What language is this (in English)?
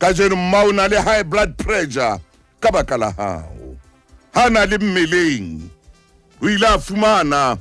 Southern Sotho